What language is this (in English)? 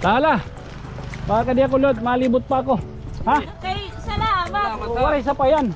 Waray